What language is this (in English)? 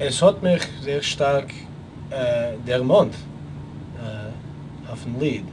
Yiddish